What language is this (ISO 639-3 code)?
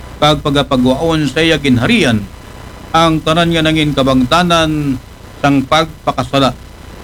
akl